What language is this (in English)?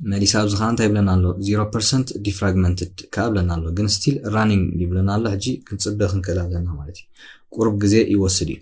Tigrinya